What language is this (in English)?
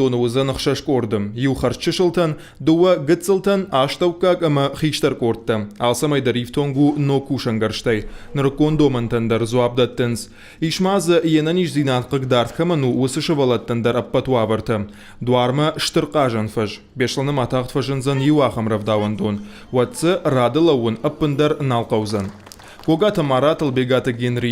Ossetic